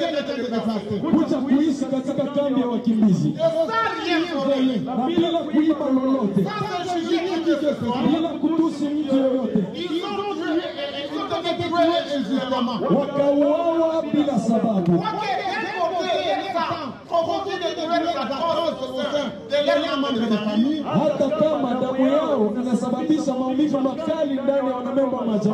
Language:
French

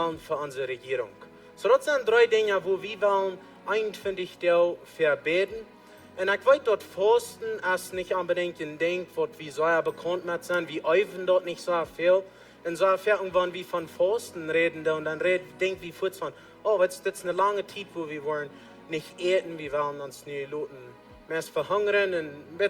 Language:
Plautdietsch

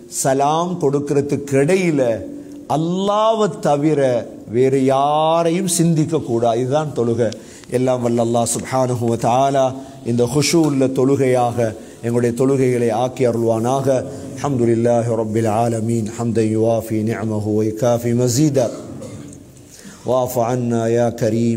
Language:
Tamil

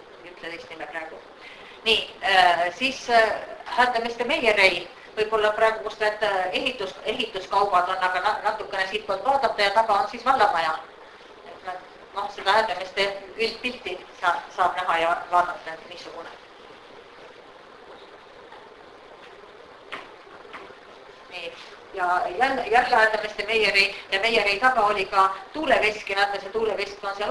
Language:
Estonian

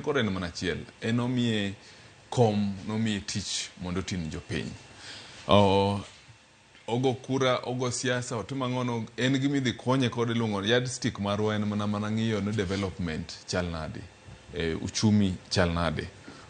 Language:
Luo (Kenya and Tanzania)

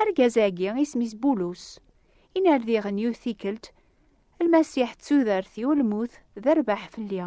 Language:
Kabyle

